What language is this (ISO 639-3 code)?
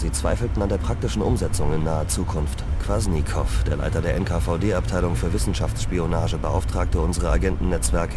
bar